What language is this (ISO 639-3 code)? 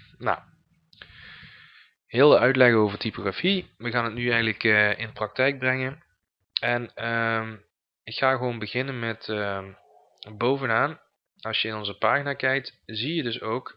nld